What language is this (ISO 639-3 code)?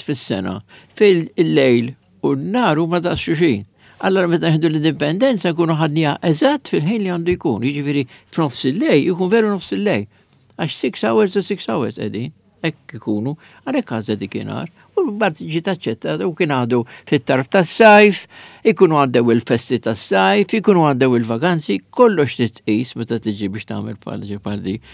mlt